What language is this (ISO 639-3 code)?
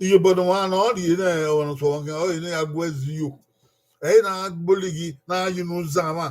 bin